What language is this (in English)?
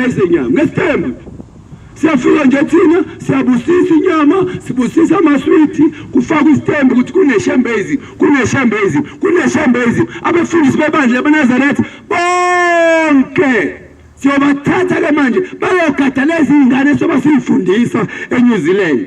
Zulu